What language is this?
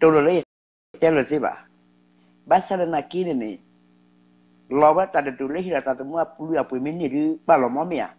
S'gaw Karen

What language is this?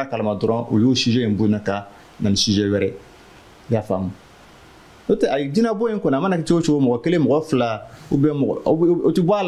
Bambara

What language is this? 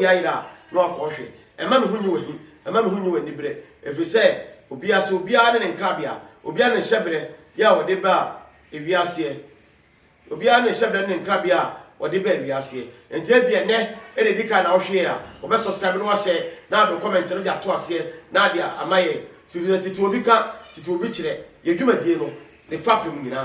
Akan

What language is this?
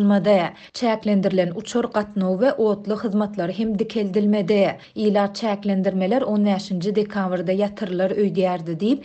Turkmen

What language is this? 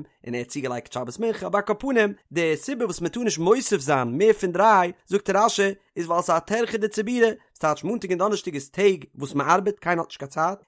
Yiddish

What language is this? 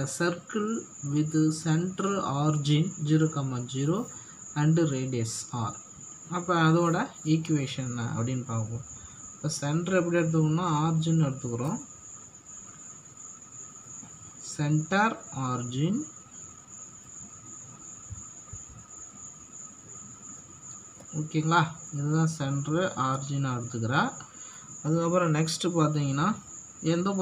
Tamil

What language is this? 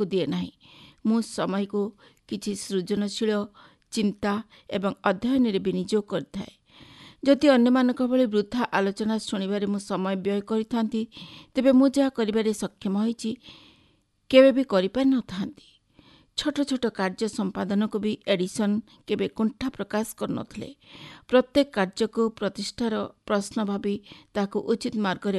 Odia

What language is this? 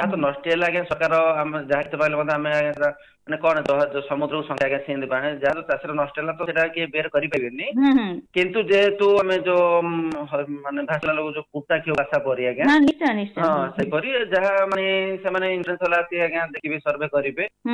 Odia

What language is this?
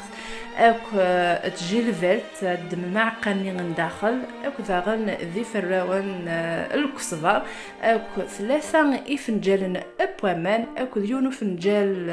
Kabyle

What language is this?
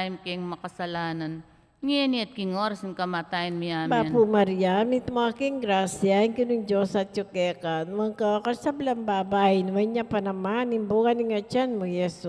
Pampanga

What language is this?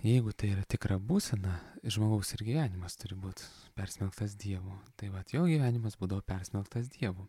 Lithuanian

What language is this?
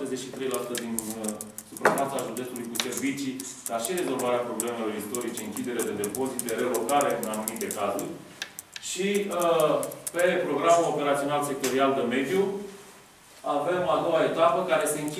Romanian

